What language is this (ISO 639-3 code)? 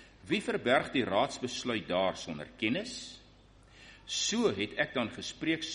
afr